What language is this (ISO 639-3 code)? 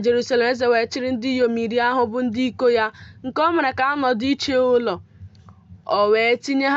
ibo